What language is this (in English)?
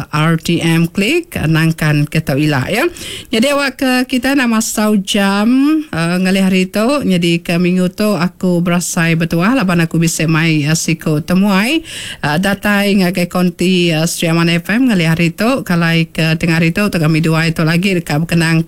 Iban